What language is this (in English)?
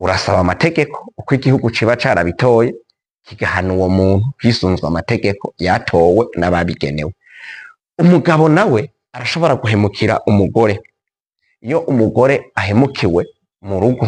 Rundi